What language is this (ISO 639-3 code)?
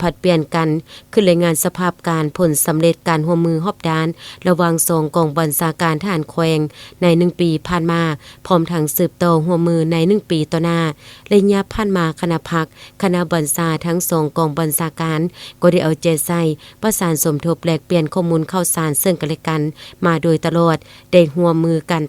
lao